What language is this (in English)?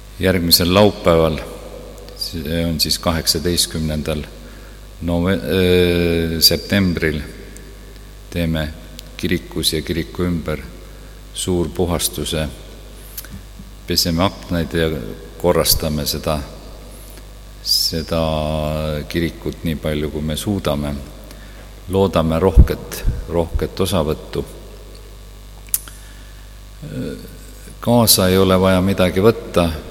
Estonian